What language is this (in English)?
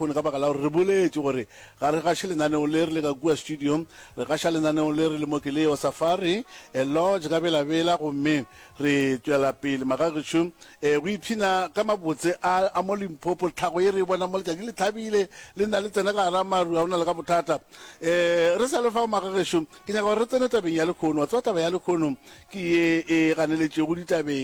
Northern Sotho